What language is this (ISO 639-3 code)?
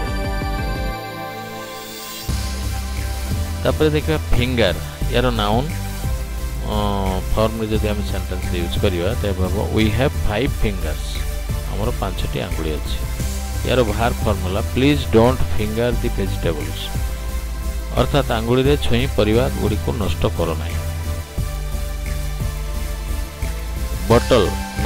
ori